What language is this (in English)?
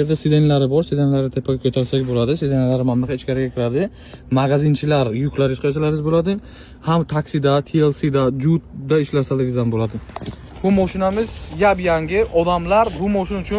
Uzbek